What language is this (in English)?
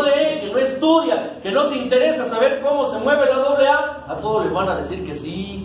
Spanish